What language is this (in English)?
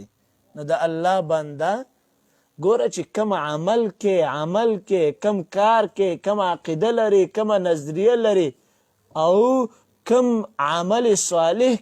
Pashto